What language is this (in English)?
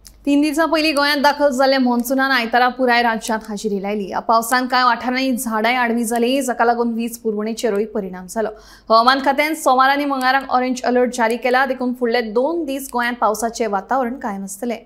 Konkani